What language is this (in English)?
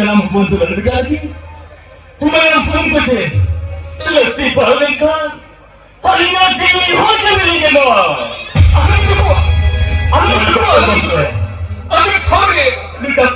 Santali